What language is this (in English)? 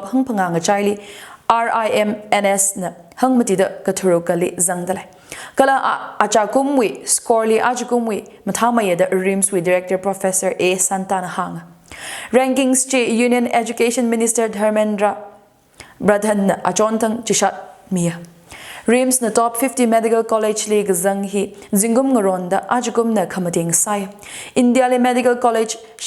Tangkhul Naga (India)